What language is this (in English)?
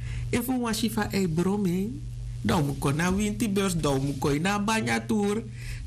Sranan Tongo